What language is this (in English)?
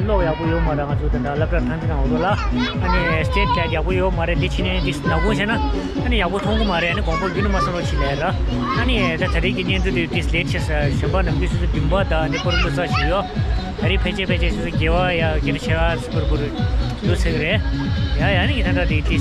Tibetan